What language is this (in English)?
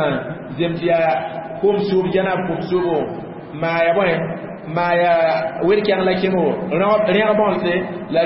Mossi